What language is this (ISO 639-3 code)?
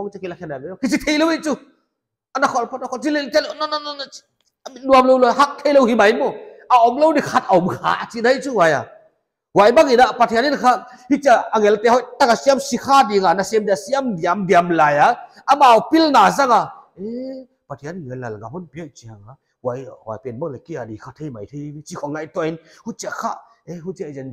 pck